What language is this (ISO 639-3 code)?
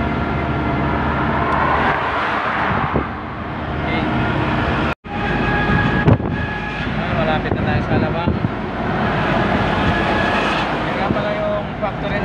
fil